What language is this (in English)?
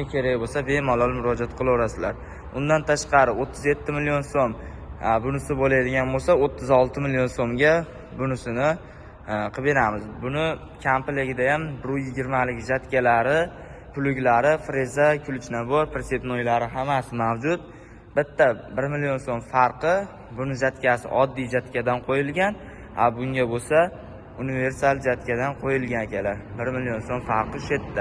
Uzbek